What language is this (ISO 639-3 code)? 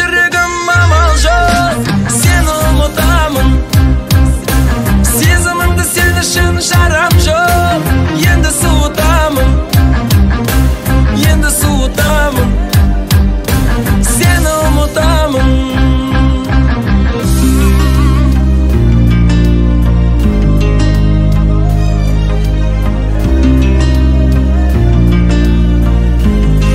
kaz